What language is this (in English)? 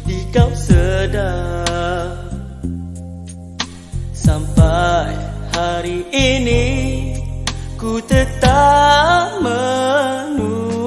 Malay